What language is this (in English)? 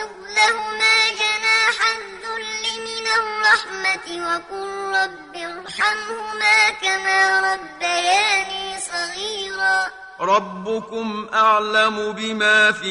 Arabic